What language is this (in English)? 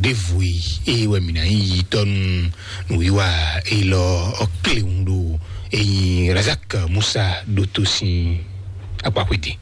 Fon